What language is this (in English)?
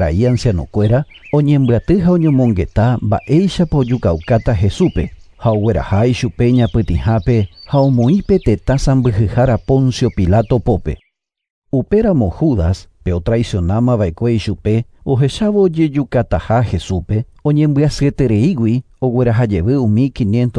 Guarani